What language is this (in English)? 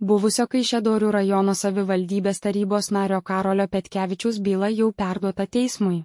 Lithuanian